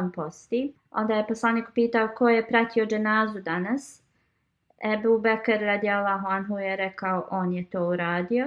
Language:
Bosnian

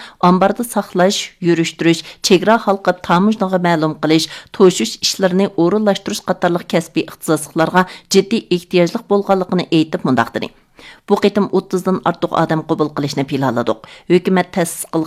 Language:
Uyghur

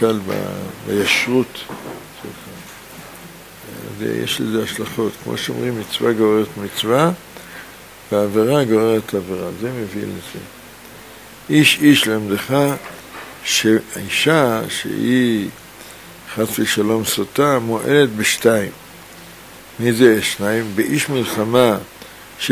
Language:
Hebrew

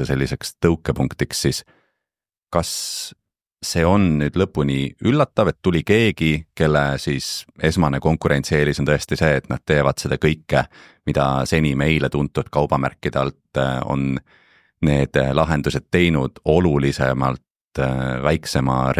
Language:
Estonian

